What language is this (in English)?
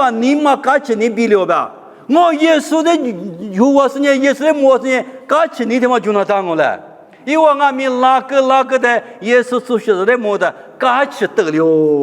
Lisu